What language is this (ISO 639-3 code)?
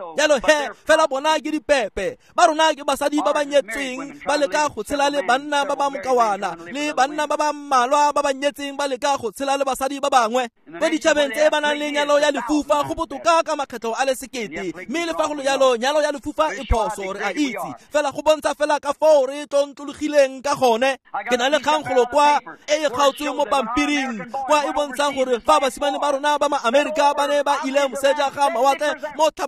tsn